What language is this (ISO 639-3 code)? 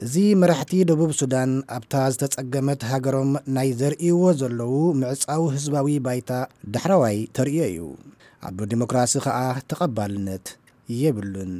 tir